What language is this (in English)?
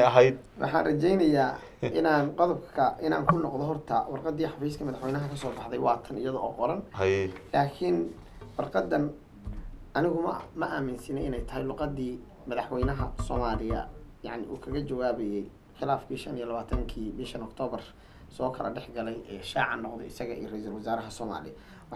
Somali